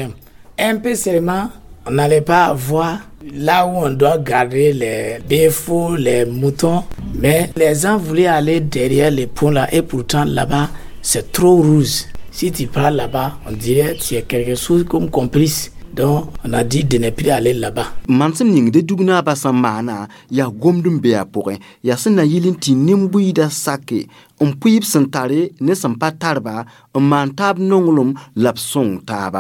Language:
Mossi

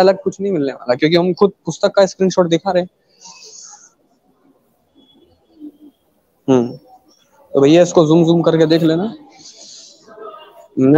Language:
Hindi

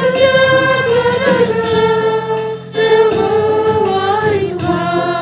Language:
Batak Karo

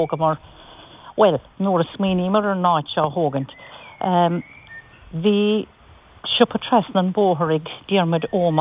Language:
Irish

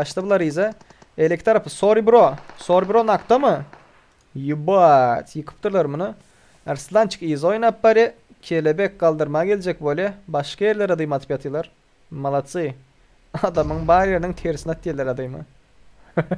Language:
Turkmen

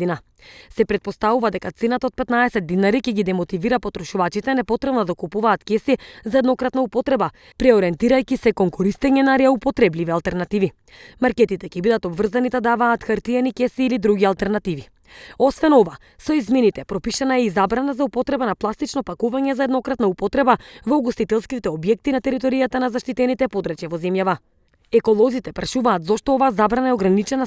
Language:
Macedonian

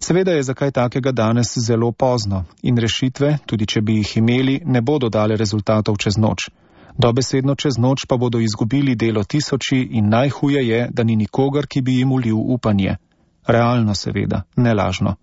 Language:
Slovenian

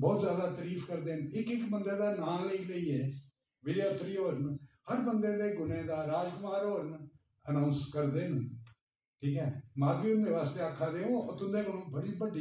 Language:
Dogri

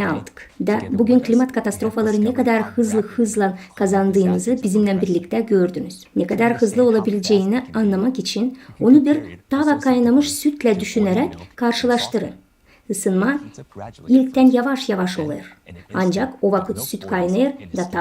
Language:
Gagauz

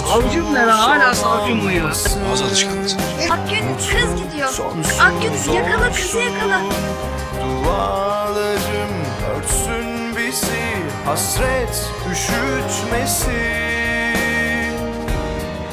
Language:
Turkish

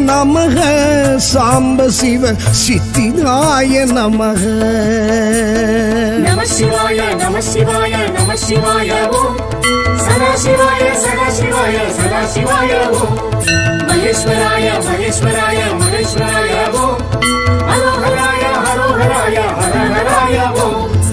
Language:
Tamil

